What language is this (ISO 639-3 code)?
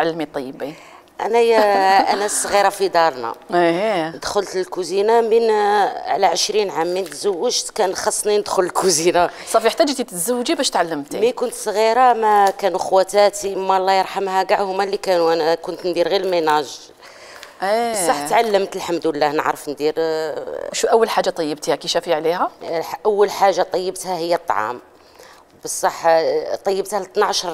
arq